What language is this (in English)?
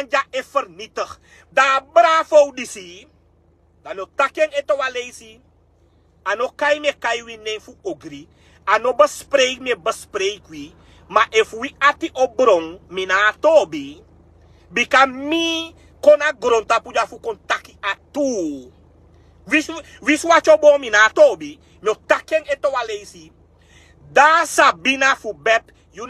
Sranan Tongo